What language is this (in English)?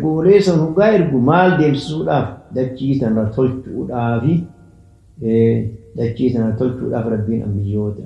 Oromo